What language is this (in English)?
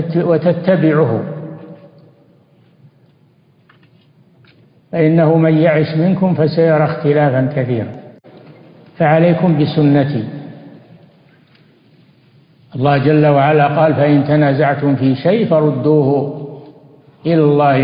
Arabic